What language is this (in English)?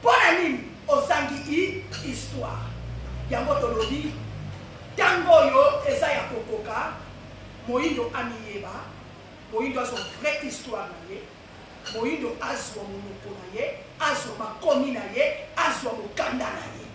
Lingala